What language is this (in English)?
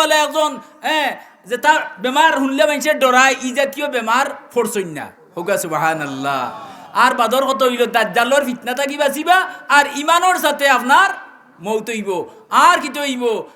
Sylheti